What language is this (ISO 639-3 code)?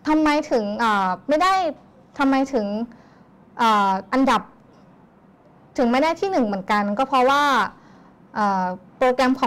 tha